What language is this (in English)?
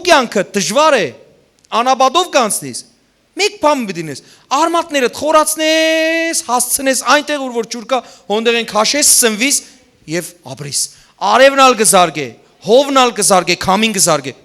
Western Armenian